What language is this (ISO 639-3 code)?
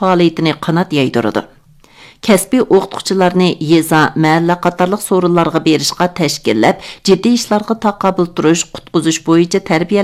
uig